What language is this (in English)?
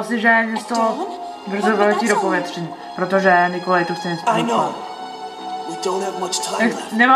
Czech